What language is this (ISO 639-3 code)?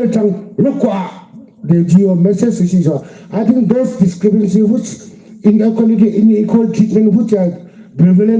yim